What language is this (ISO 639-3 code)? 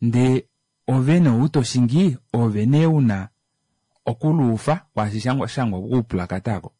kua